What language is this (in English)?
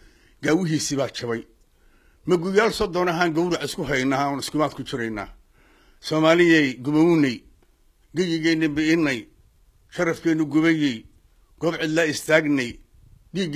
Somali